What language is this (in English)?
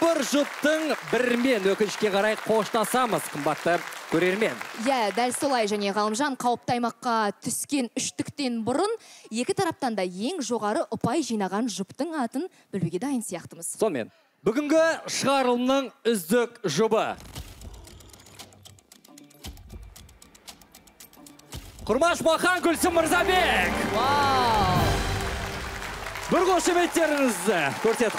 Kazakh